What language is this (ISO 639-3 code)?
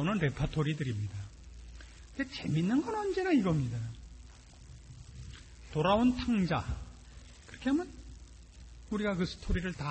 kor